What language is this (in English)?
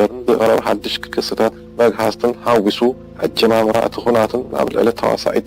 Tigrinya